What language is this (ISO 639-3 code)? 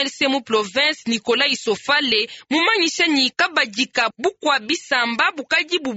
lua